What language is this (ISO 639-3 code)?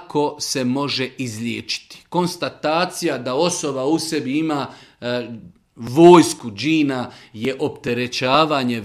bos